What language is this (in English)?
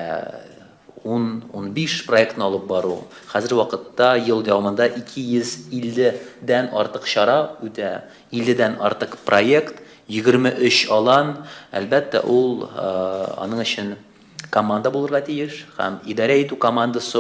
Tatar